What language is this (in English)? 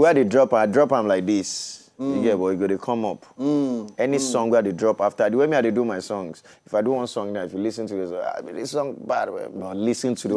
Nigerian Pidgin